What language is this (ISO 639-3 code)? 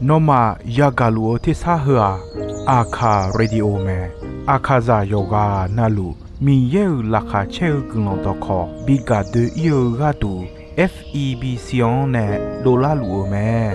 ahk